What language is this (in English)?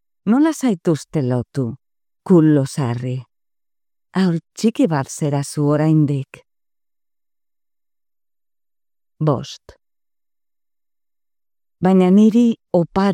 Basque